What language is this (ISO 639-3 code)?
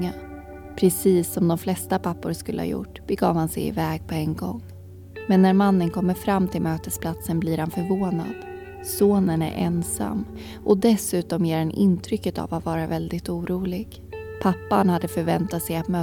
swe